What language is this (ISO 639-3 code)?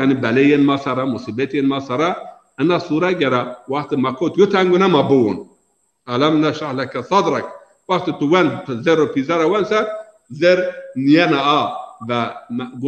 zza